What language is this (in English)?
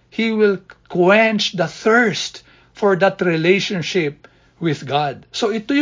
Filipino